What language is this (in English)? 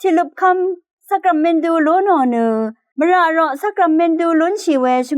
Rawang